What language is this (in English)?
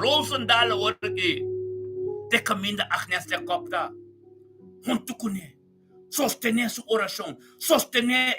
Papiamento